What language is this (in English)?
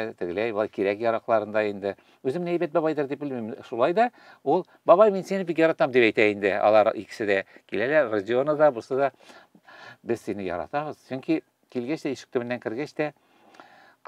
Tatar